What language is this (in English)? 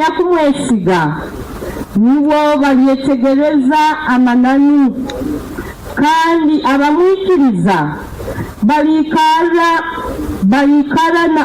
Nyankole